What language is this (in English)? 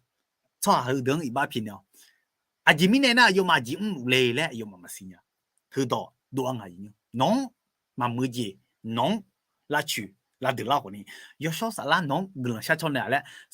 Akha